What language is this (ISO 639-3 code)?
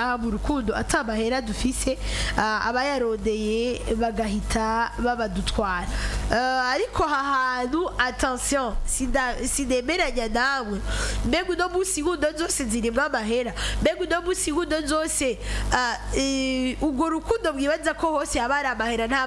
run